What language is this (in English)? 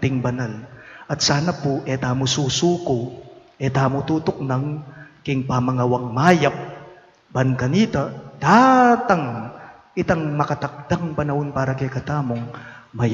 Pampanga